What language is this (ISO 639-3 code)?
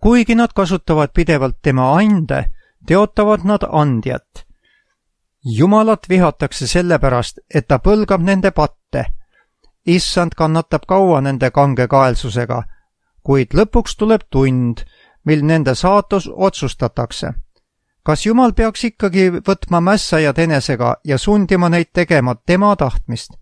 est